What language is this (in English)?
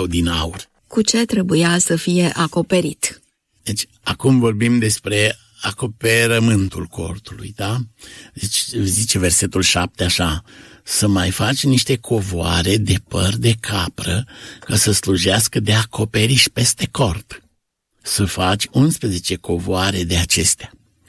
Romanian